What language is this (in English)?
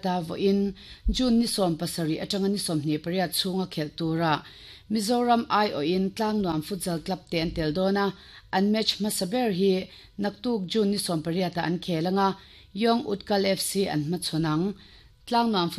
Mizo